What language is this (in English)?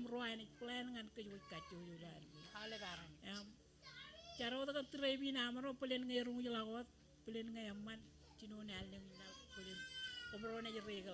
Marshallese